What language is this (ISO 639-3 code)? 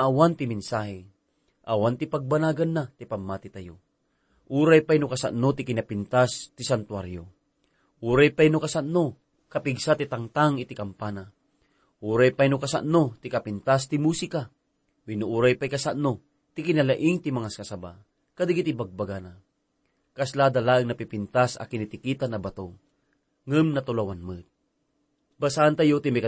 ilo